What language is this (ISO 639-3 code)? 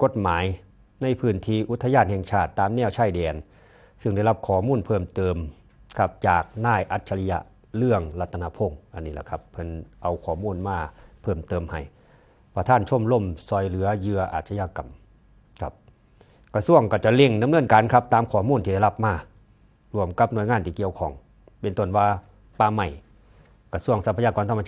lao